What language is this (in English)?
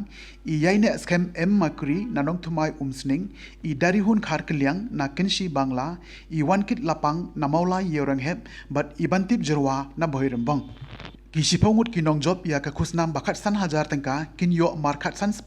Khasi